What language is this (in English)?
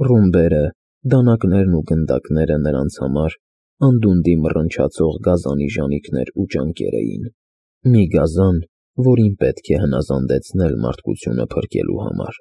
Armenian